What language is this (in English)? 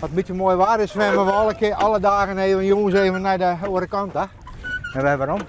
Western Frisian